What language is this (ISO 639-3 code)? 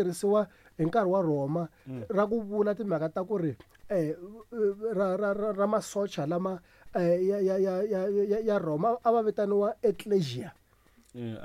tso